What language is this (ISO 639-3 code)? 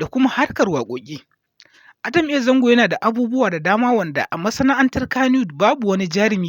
hau